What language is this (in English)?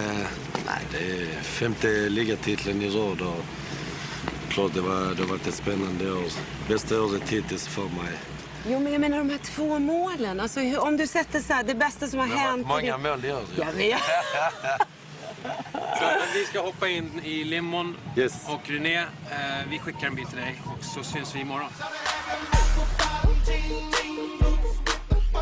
Swedish